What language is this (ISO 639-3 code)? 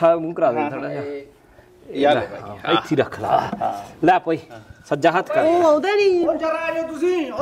pan